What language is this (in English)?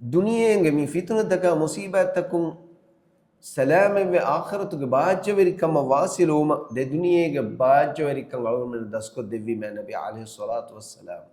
Divehi